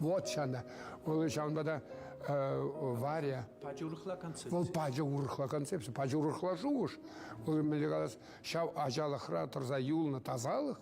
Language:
Chuvash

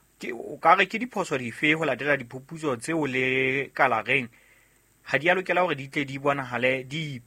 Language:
Southern Sotho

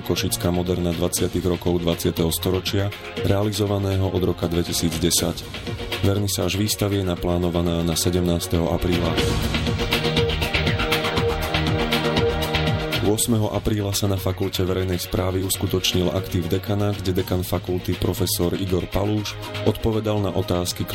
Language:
Slovak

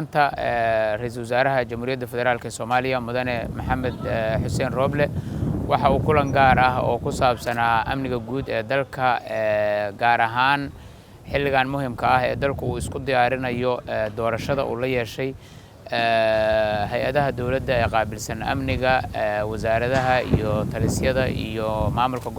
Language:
Somali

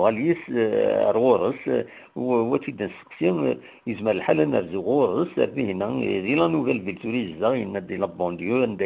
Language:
Kabyle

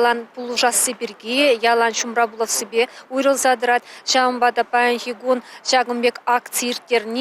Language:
Chuvash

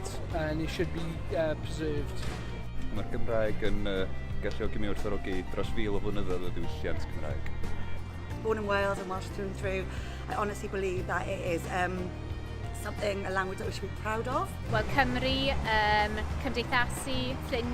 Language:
Welsh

